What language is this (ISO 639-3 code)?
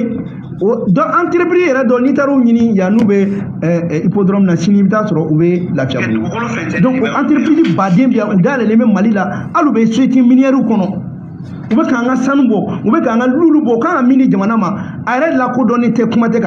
bam